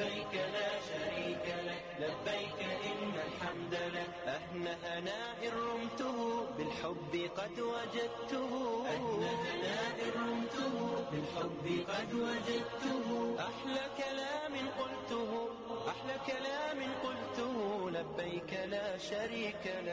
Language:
Bangla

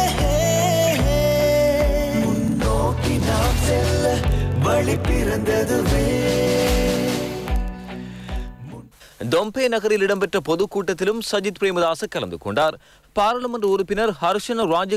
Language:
Tamil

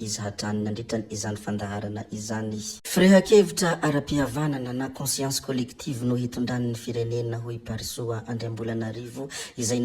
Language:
Malagasy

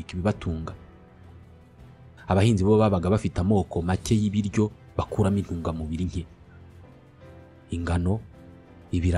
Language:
Kinyarwanda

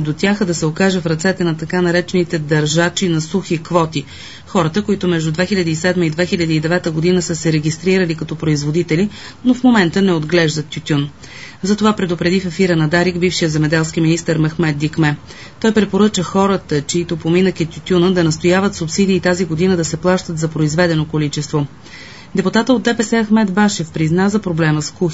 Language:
Bulgarian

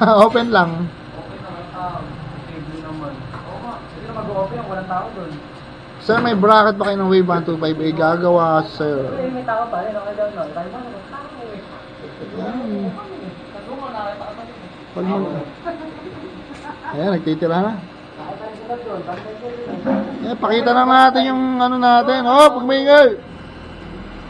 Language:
Filipino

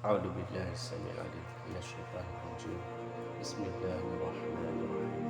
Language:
Maranao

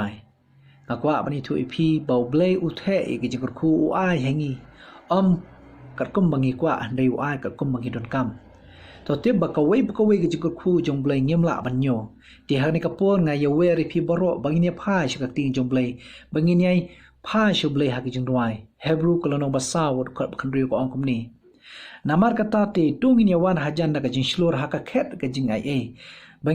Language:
Khasi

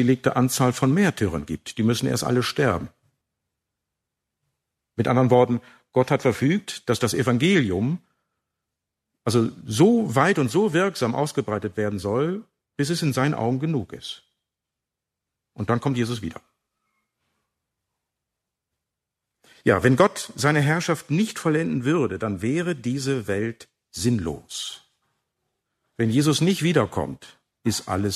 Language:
German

